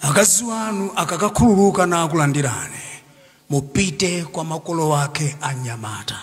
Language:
Nyanja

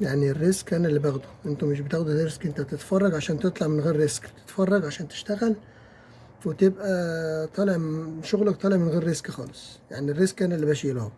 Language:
Egyptian Arabic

